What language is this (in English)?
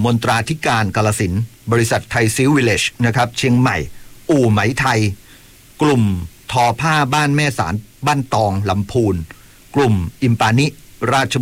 Thai